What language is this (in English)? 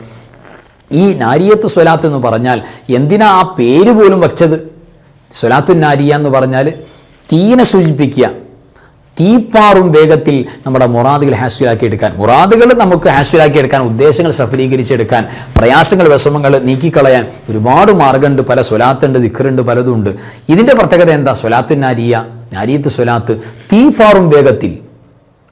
Malayalam